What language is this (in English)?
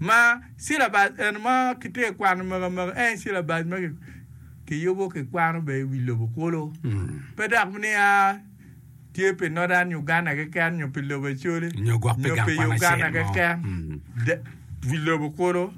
Acoli